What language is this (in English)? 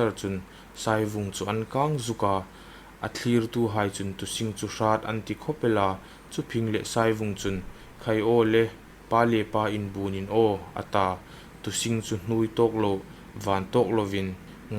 Hmar